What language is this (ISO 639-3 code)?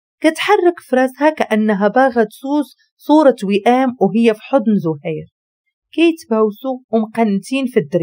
ary